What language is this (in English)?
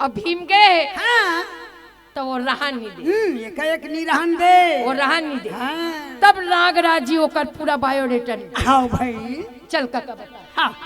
Chhattisgarhi